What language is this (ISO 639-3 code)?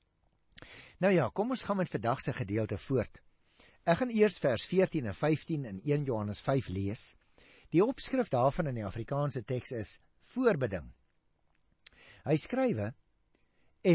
afr